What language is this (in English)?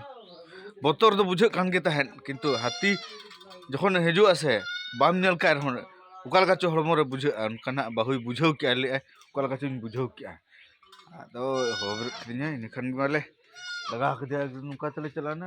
Santali